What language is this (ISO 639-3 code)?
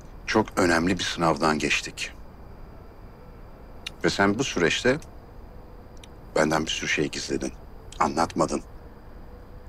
tur